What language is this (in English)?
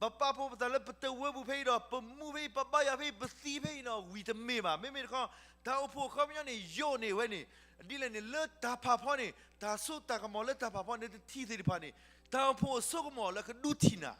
S'gaw Karen